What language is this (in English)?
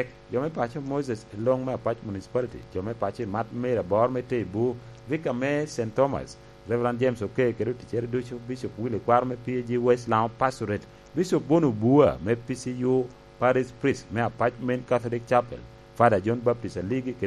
Lango (Uganda)